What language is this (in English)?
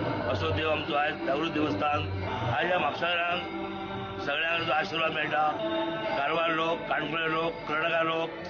Konkani